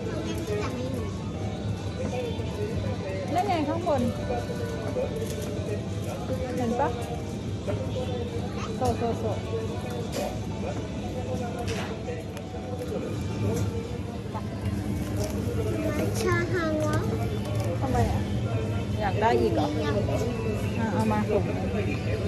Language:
Thai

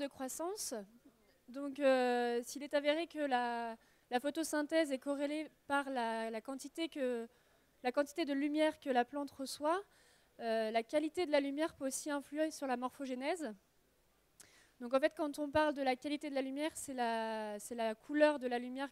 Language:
French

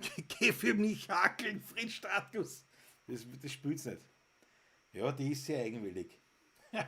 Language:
Bavarian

